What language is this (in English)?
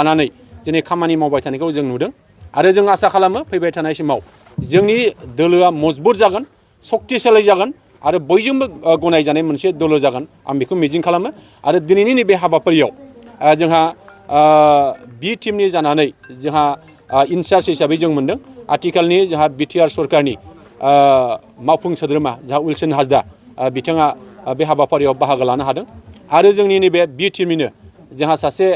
Bodo